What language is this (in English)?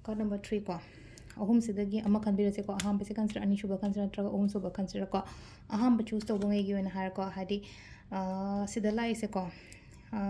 Manipuri